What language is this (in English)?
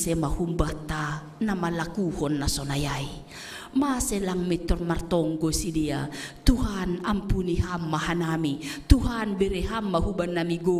Batak Simalungun